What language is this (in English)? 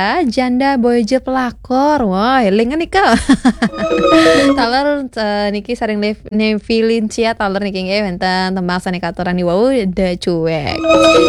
Balinese